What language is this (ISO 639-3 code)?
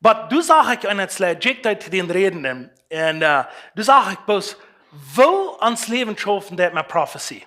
pdt